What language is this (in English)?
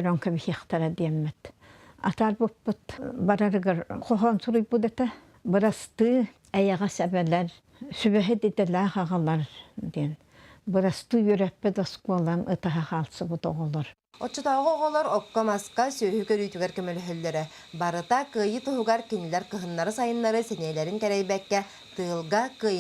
Yakut